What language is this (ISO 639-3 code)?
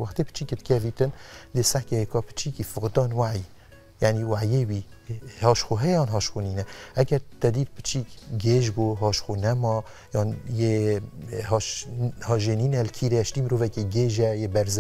kur